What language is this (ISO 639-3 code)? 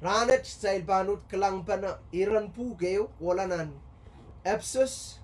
pon